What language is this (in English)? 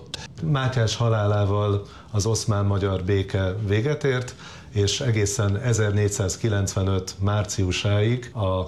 Hungarian